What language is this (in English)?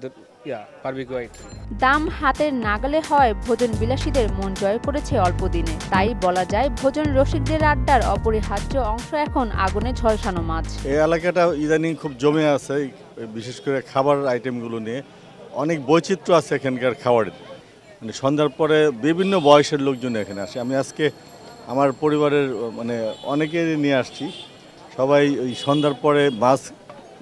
Bangla